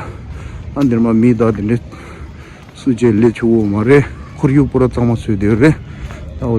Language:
Tibetan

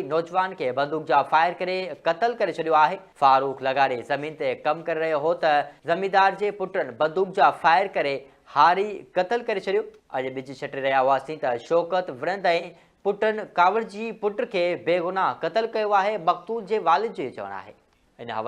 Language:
Sindhi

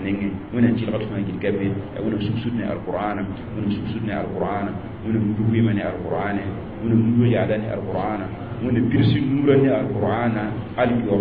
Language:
Mossi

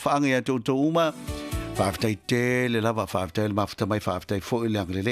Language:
Samoan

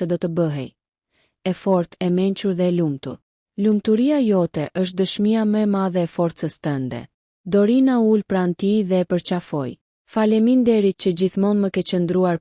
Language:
Albanian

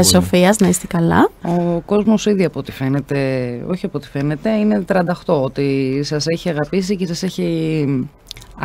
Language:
Greek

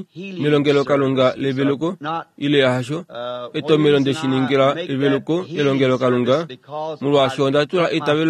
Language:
Kuanyama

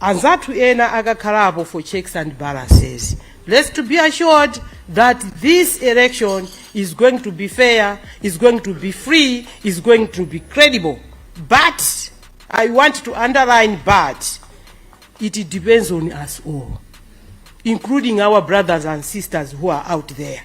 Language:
Nyanja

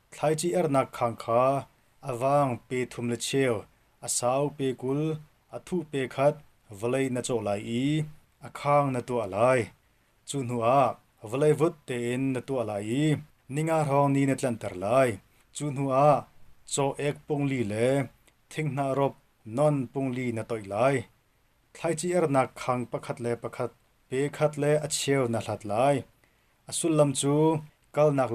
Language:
Hakha Chin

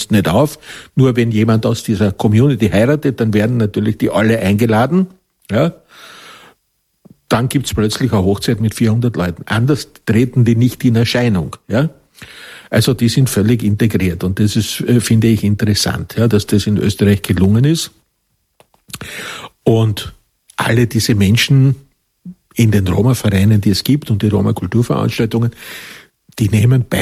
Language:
German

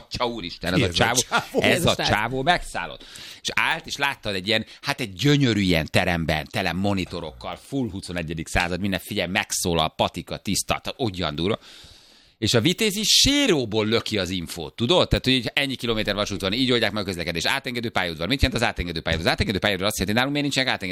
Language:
Hungarian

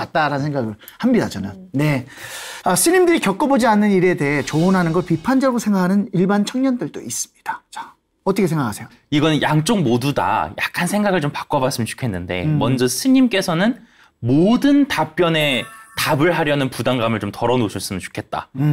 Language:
Korean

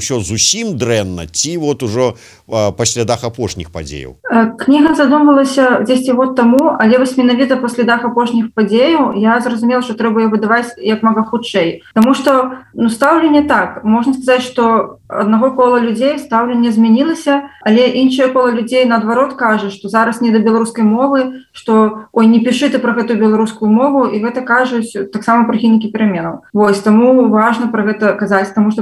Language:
Belarusian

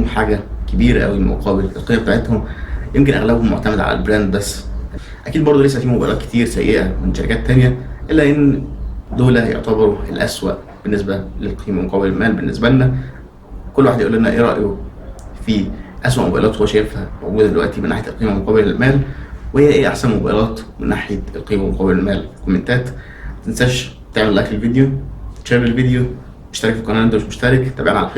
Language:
Egyptian Arabic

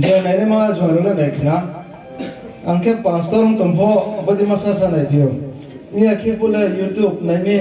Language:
Riang (India)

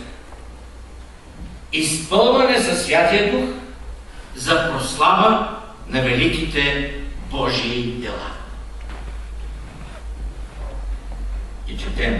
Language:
Bulgarian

